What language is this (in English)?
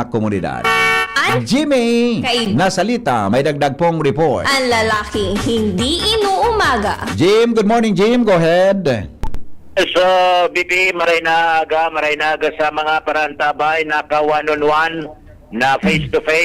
Bikol